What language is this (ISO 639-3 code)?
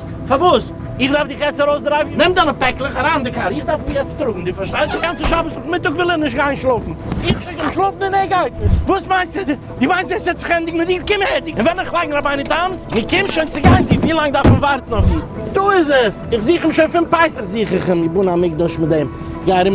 yid